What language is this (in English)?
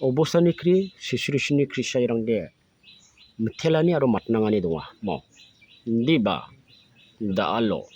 Garo